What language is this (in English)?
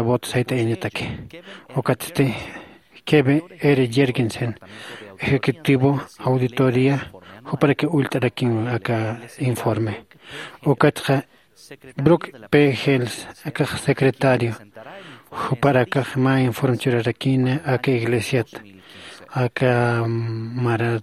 Aymara